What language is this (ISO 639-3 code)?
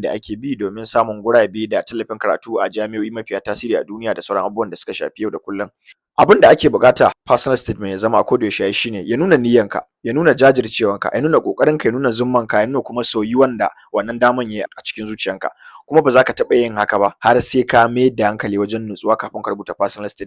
hau